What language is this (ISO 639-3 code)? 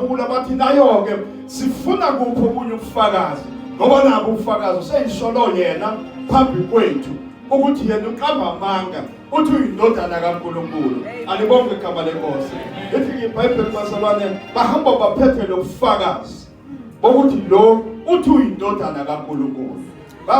zul